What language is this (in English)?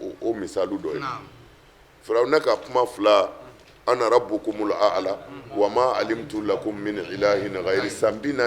Bambara